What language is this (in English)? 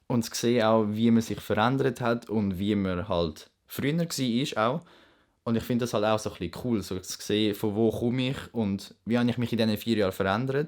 Swiss German